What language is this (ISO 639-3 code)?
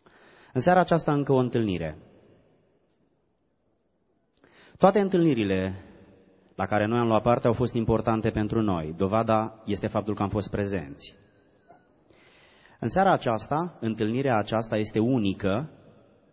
ron